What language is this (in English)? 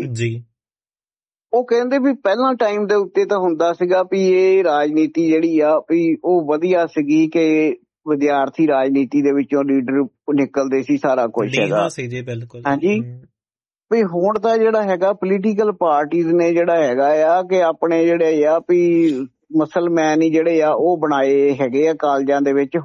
Punjabi